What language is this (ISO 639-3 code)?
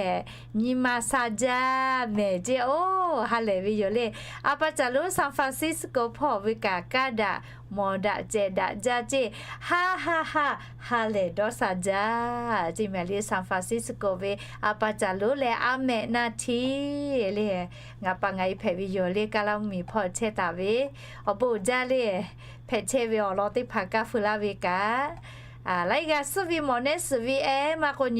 lhu